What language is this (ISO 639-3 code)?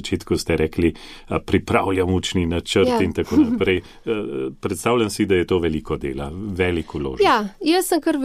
slv